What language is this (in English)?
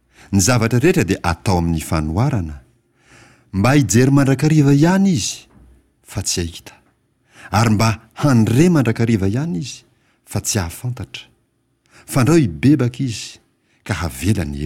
Malagasy